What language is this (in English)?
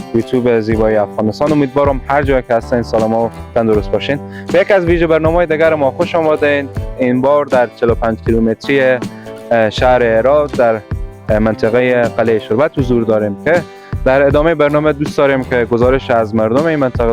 Persian